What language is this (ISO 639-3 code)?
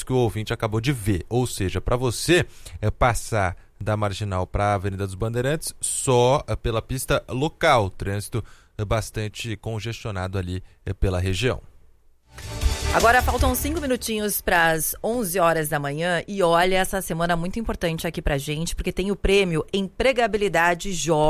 por